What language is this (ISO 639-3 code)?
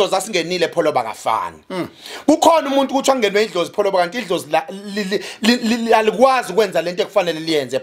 zul